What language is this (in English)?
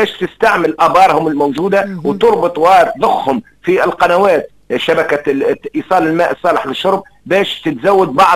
Tunisian Arabic